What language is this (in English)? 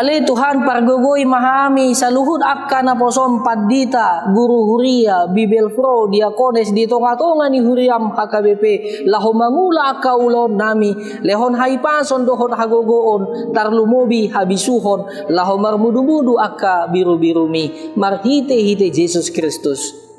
Batak Toba